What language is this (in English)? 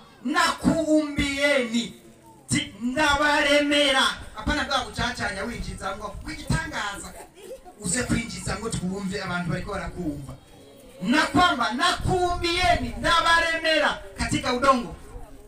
Rundi